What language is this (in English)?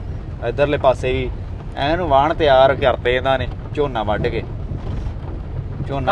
Punjabi